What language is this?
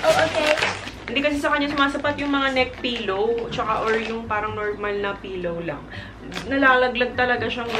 Filipino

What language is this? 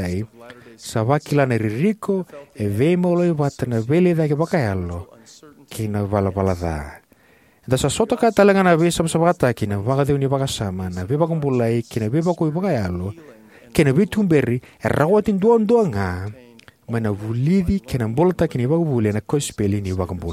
Fijian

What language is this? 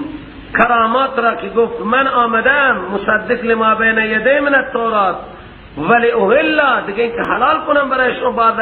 Persian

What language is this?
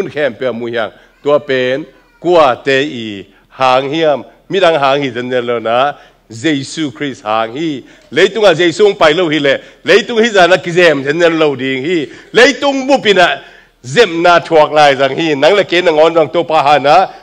Tedim Chin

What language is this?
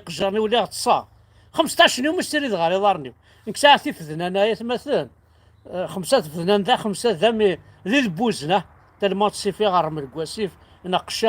Kabyle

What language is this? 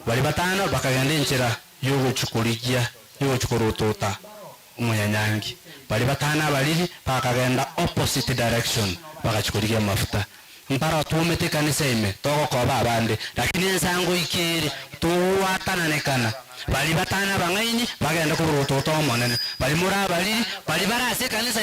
Gusii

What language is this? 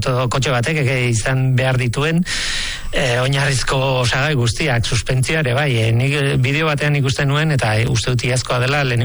Basque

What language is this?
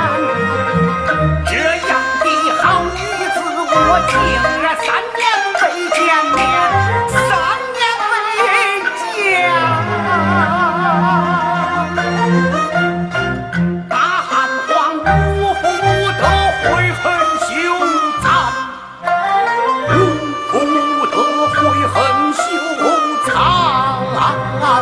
Chinese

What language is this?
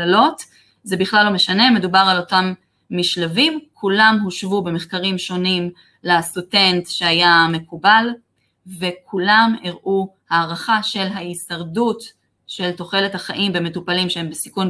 Hebrew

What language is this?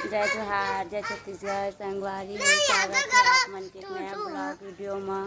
Chhattisgarhi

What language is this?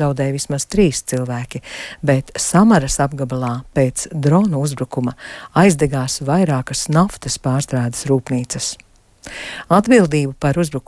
Latvian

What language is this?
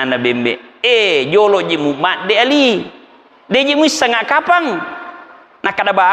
Buginese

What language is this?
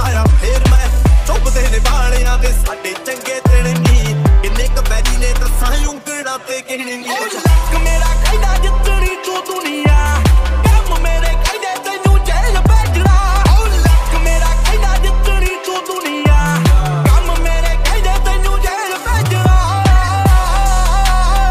Punjabi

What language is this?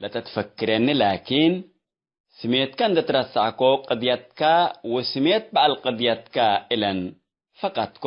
Tigre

